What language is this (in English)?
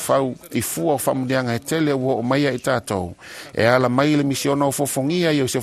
Samoan